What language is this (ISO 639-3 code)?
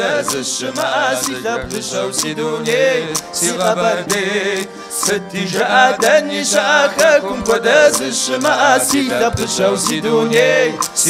kbd